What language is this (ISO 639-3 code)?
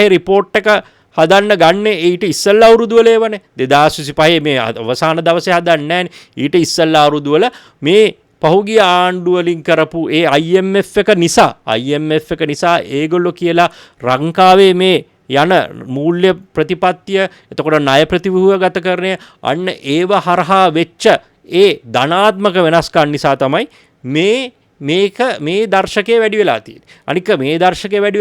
sin